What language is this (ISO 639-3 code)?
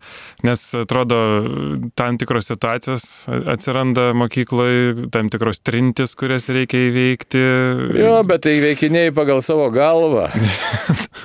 lit